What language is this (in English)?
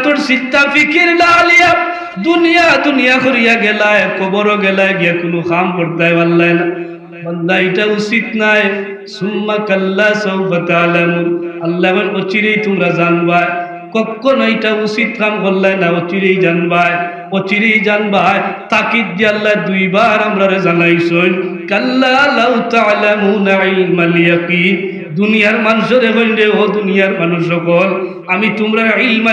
Sylheti